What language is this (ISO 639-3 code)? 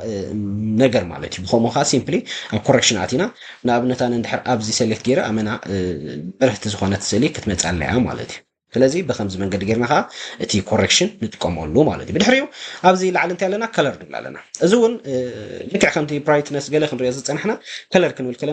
tir